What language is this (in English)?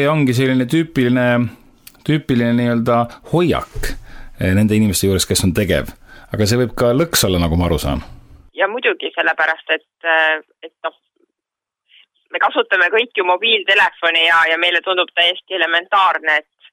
Estonian